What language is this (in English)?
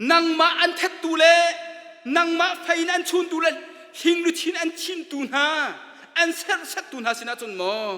Hakha Chin